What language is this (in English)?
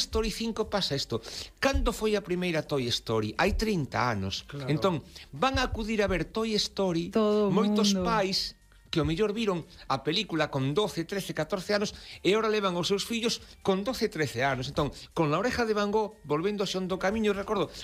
Galician